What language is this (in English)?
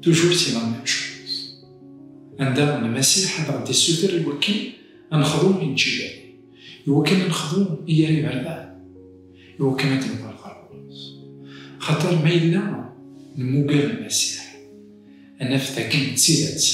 Kabyle